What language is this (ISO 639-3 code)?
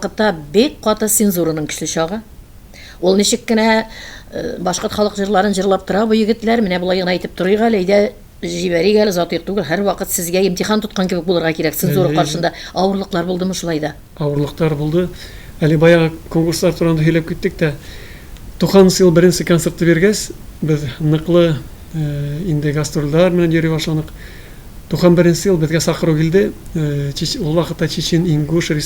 tat